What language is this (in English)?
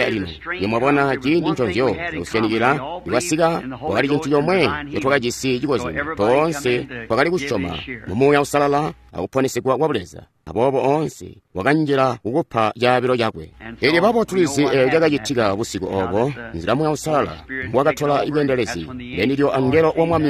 Tonga (Zambia)